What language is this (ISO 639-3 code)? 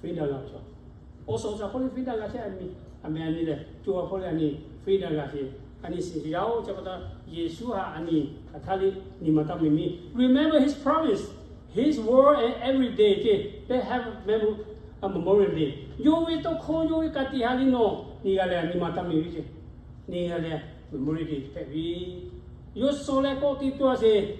lhu